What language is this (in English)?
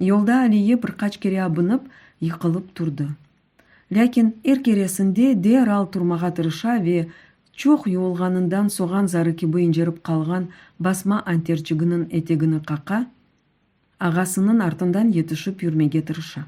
Crimean Tatar